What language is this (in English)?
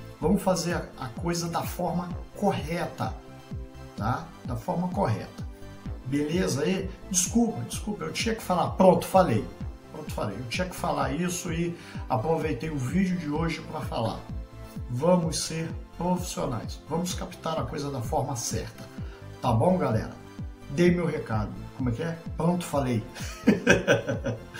Portuguese